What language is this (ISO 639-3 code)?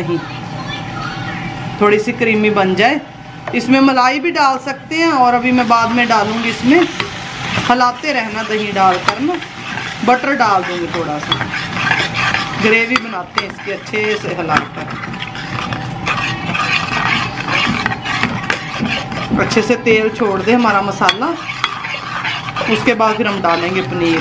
hin